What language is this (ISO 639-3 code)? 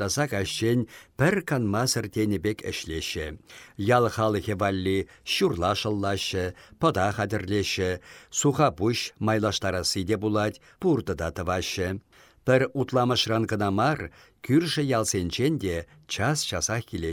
chv